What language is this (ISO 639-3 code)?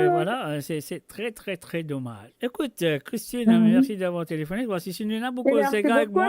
mfe